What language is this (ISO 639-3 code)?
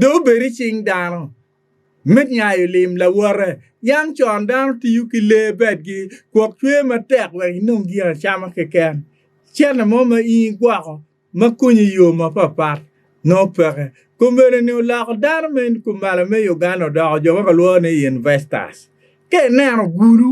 ach